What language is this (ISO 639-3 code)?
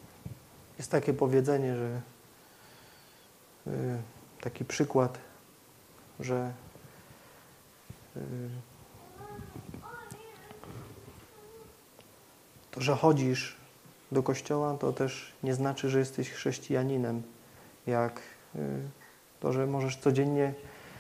pol